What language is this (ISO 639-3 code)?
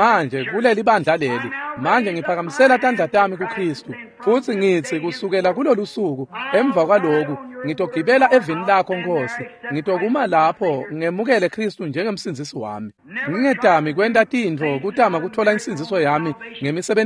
ssw